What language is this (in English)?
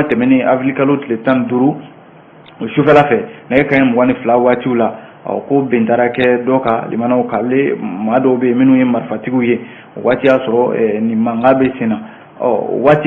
Bambara